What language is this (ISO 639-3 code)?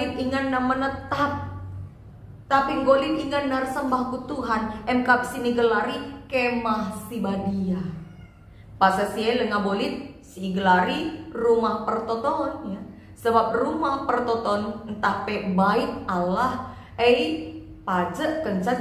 btx